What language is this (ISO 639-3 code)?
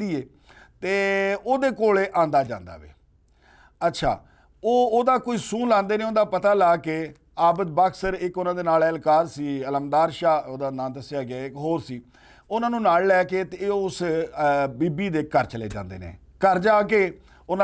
lah